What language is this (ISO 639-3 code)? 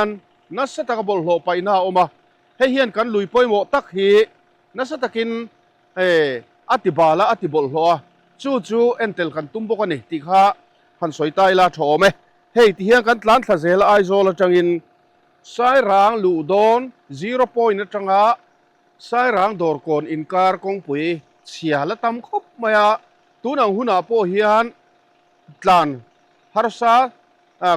lus